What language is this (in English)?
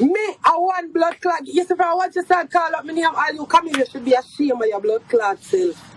Jamaican Creole English